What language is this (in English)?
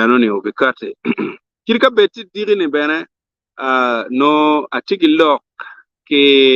Acoli